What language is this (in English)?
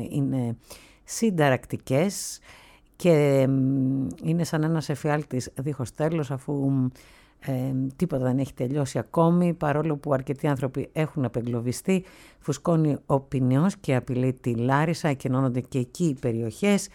Greek